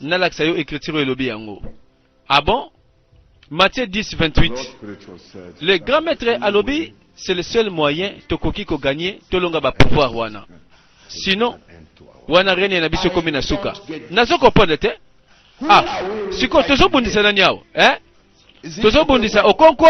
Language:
Lingala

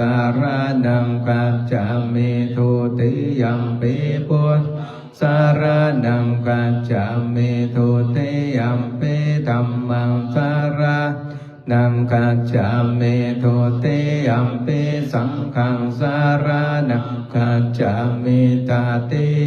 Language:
Pali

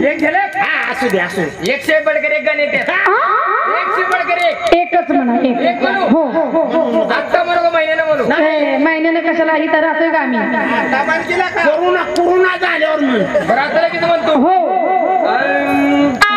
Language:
Marathi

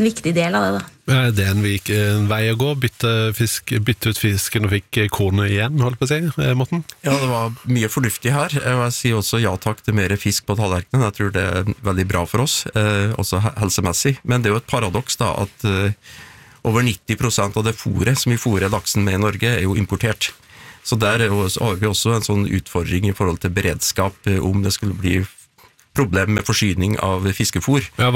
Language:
Norwegian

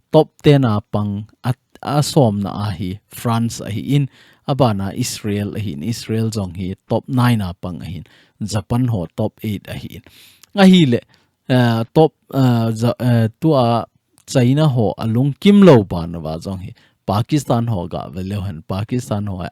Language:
Thado Chin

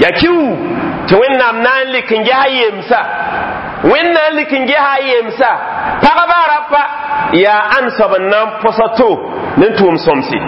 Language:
Mossi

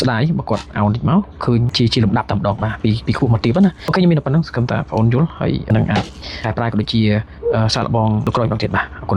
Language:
Khmer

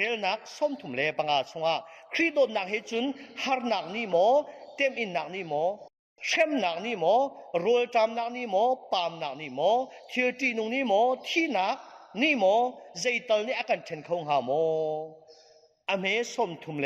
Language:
Hakha Chin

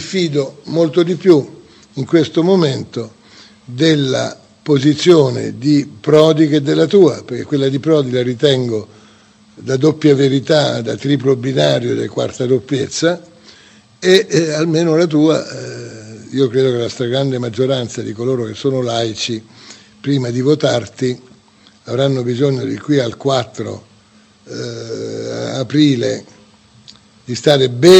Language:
Italian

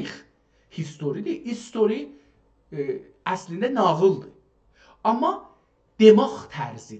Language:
South Azerbaijani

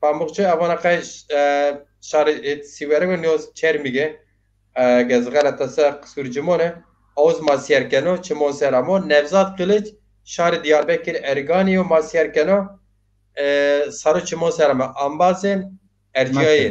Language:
Zaza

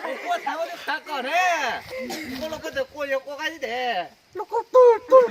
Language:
Hmong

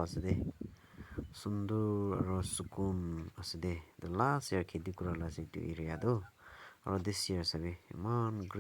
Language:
Naga Pidgin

